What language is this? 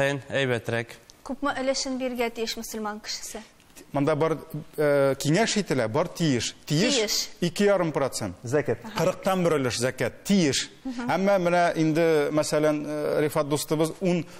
Tatar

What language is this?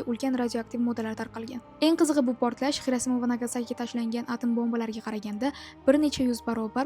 Uzbek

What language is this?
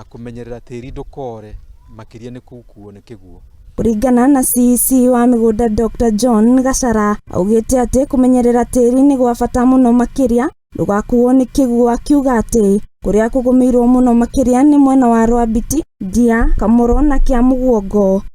Kikuyu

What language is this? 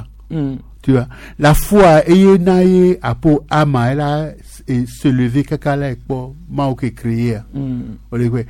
Gen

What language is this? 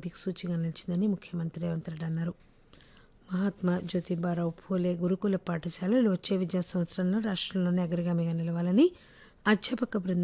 Telugu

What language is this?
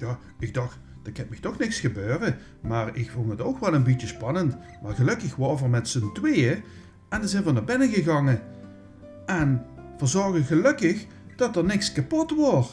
Limburgish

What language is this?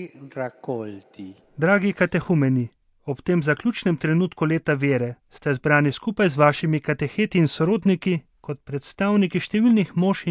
Slovenian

